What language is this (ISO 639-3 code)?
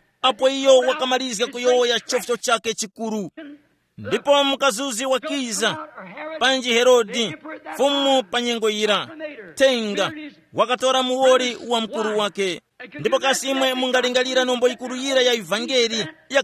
tum